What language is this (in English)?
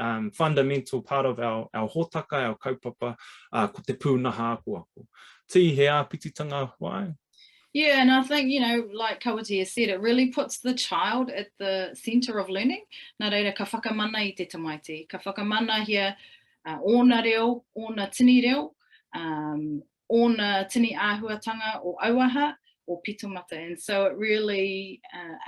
Māori